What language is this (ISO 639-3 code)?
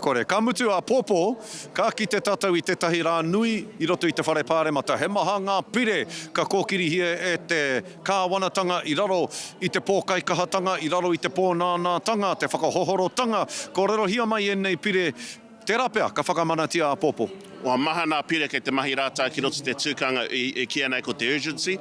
mri